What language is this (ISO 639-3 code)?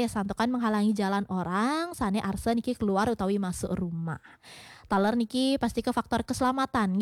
ban